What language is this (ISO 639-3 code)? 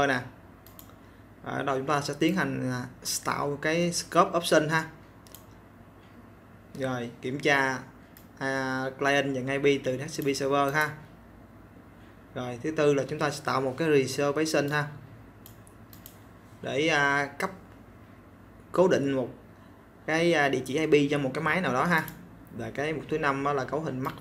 vie